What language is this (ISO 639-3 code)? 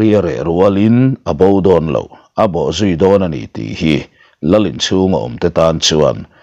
lus